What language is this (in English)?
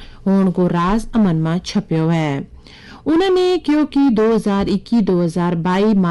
Gujari